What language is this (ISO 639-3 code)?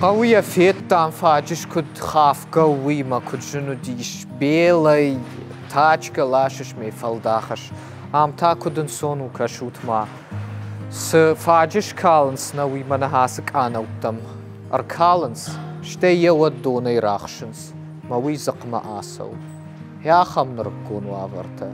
oss